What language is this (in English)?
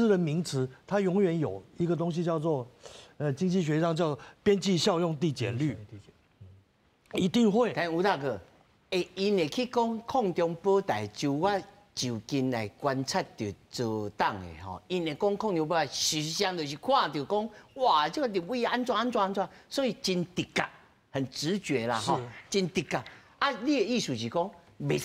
Min Nan Chinese